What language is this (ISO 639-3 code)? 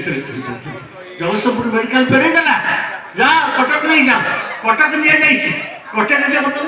ori